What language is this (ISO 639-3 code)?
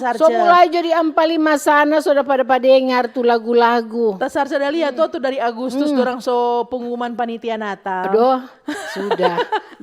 xmm